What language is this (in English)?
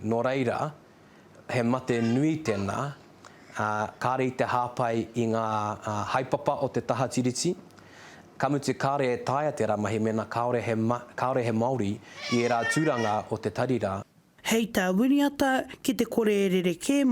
Māori